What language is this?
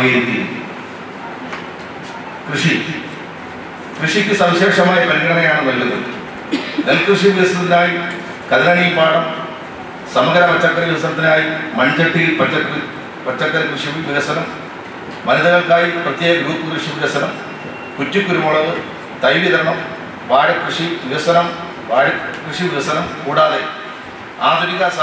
Malayalam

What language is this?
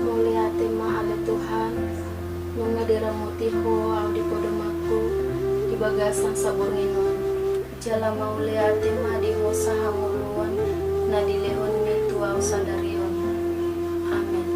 Batak Toba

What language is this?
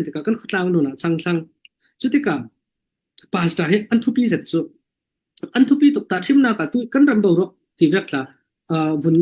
Falam Chin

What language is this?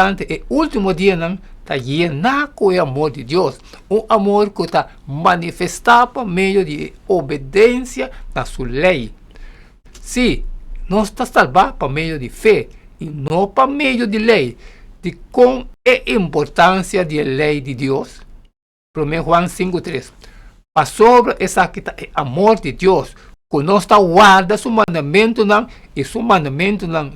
Papiamento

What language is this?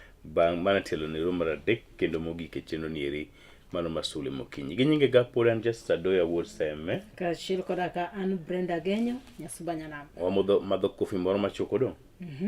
Luo (Kenya and Tanzania)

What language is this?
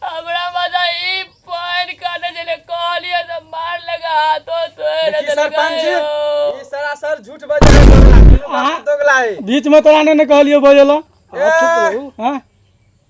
Maithili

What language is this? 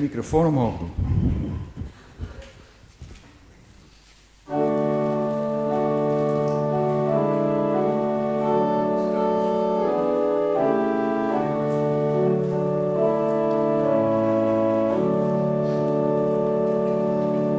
Dutch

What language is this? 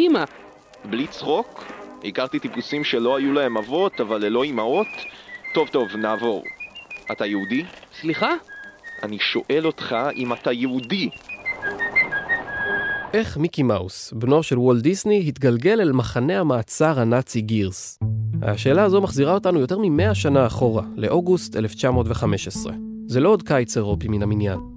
Hebrew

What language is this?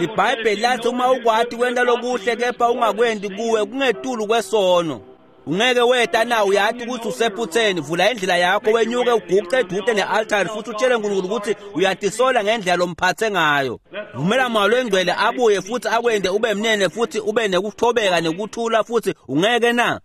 Swati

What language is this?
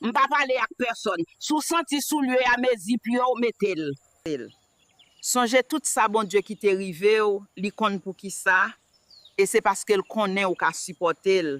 Haitian Creole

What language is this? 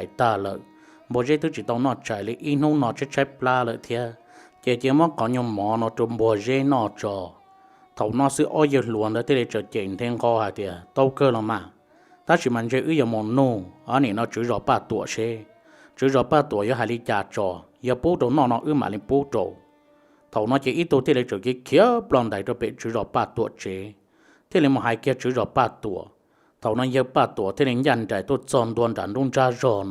Hmong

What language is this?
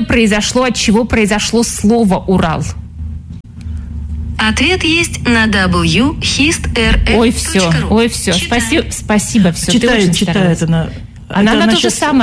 Russian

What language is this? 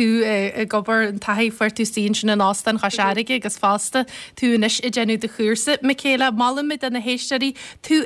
Irish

